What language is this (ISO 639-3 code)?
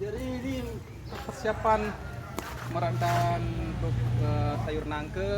sas